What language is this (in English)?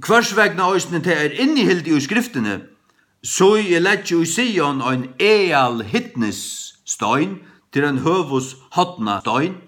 Faroese